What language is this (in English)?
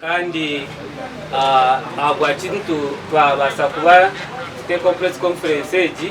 Nyankole